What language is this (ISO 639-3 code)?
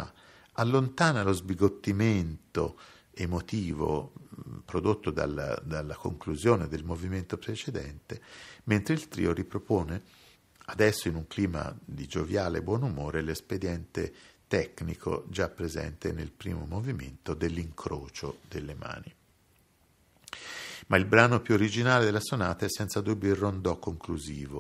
ita